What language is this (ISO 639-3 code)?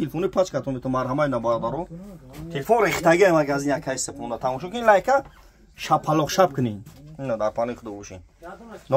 tgk